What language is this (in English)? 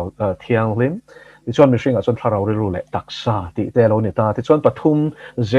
Mizo